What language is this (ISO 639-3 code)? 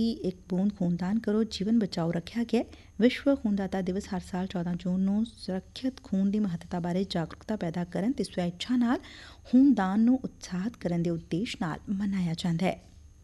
pan